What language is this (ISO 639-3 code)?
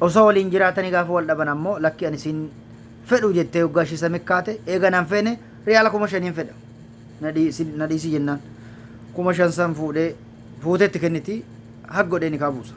orm